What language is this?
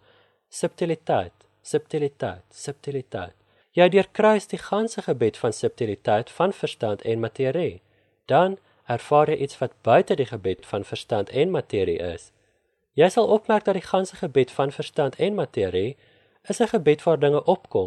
Afrikaans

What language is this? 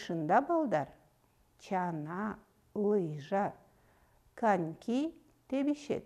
Kyrgyz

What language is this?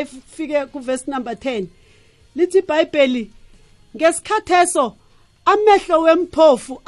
South Ndebele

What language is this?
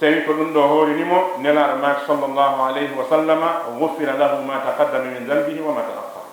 Fula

